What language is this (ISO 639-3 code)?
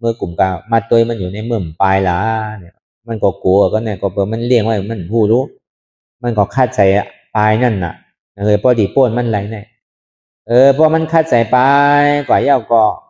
shn